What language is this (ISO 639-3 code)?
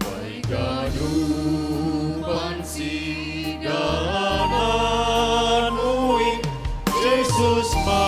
bts